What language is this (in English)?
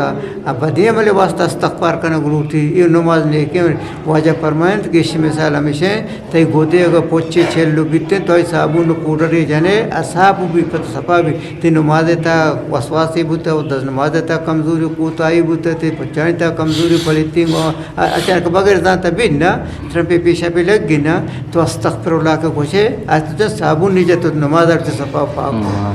Eastern Balochi